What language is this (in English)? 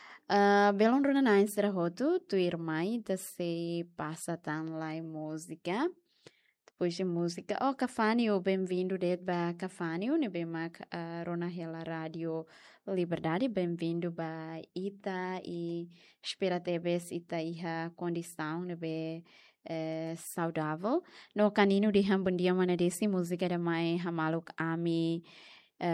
Tetum